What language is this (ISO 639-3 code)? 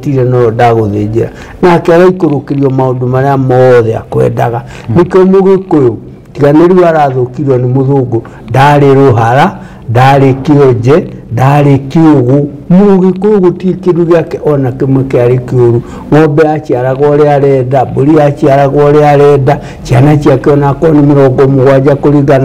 kik